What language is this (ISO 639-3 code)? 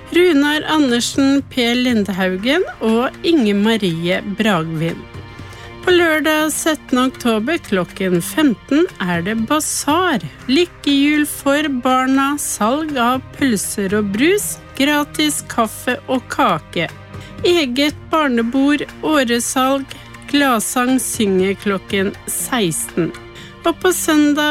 nor